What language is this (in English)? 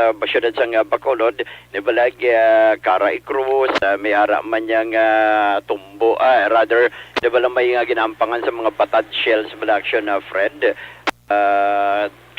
Hiligaynon